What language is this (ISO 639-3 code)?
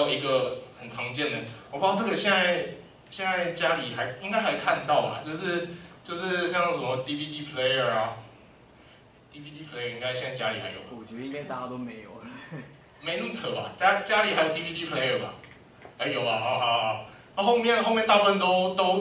zho